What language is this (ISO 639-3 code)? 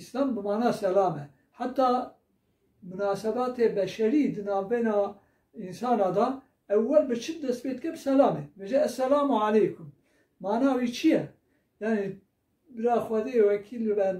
kur